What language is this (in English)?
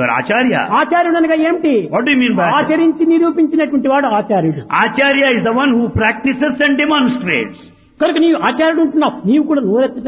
Telugu